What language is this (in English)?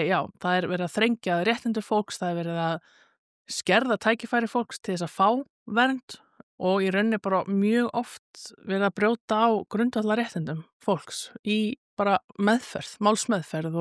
Icelandic